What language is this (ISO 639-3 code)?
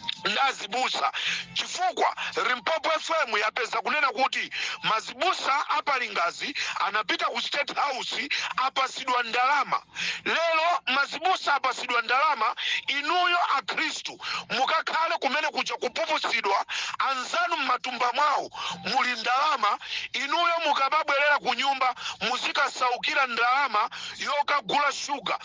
nya